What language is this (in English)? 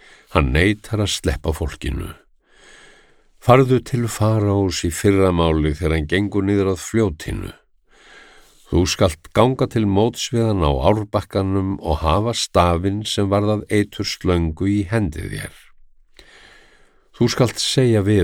Icelandic